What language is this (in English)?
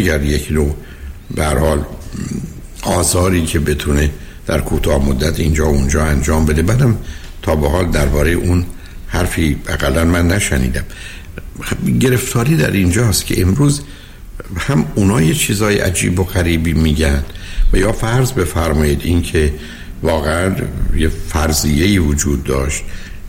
Persian